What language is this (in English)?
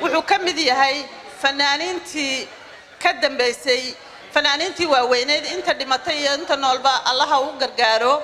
Somali